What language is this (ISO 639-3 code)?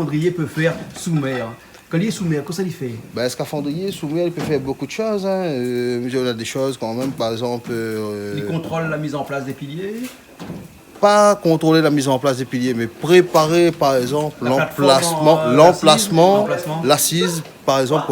rcf